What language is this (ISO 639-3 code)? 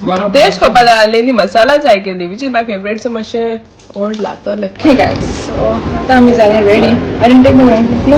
kok